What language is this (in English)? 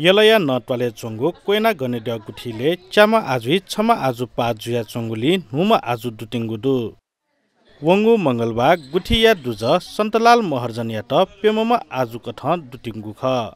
Newari